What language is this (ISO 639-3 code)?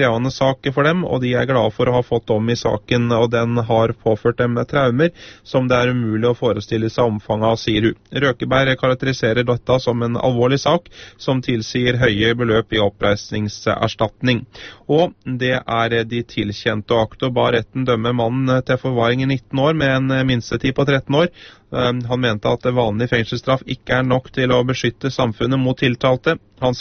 nor